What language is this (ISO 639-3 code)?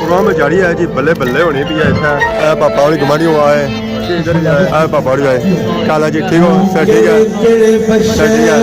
phr